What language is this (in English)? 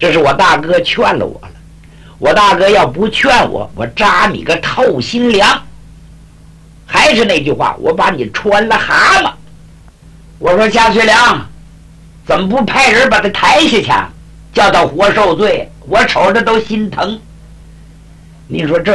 Chinese